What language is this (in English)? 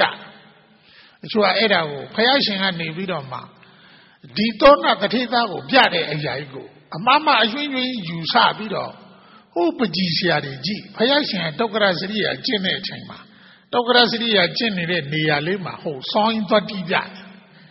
Burmese